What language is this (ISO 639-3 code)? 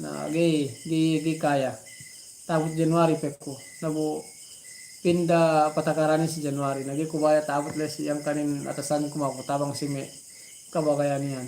yka